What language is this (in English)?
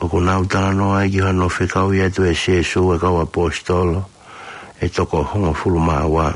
Tongan